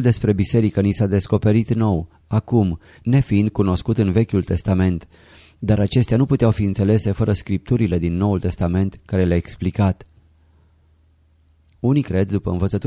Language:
Romanian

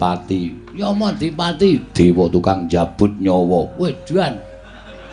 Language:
Javanese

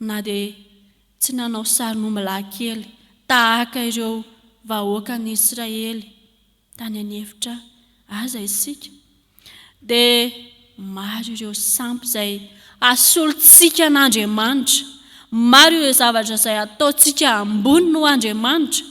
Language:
Malagasy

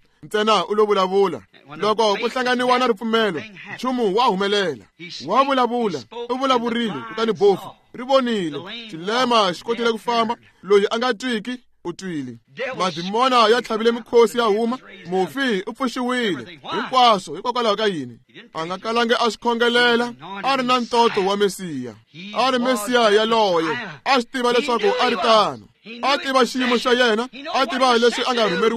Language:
Tsonga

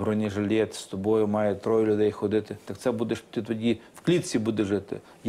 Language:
Ukrainian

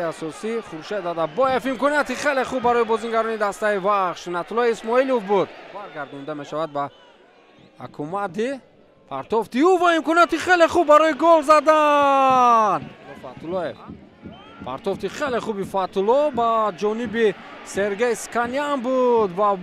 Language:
Tajik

